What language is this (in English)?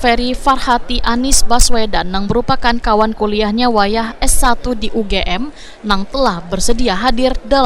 Banjar